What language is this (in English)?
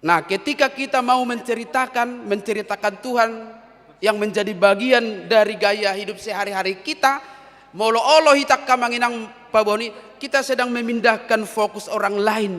Batak Toba